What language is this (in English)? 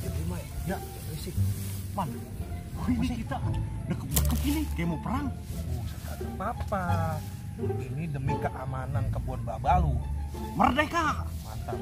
Betawi